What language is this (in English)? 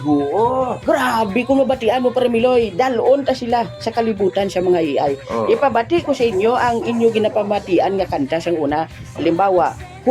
Hiligaynon